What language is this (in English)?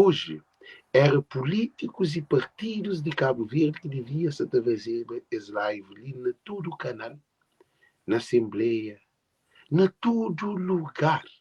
Kabuverdianu